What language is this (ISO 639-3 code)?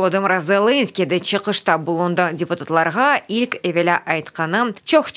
crh